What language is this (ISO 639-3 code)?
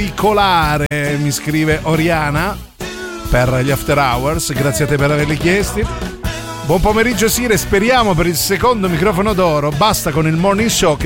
ita